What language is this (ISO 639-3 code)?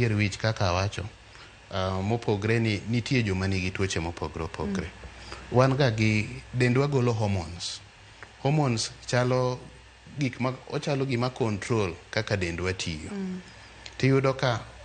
luo